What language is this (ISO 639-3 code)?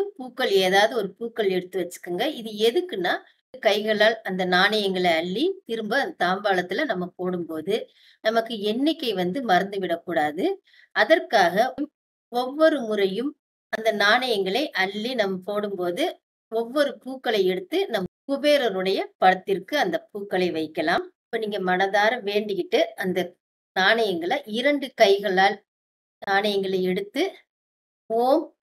tam